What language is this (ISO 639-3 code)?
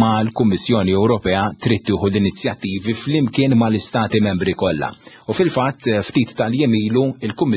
mlt